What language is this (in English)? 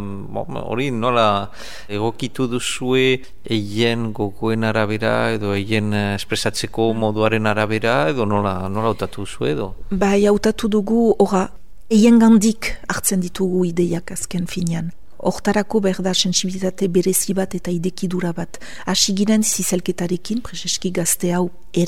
Basque